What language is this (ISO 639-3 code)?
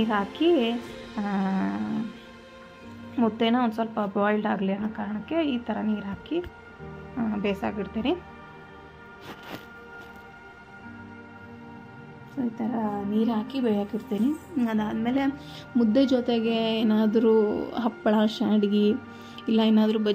kan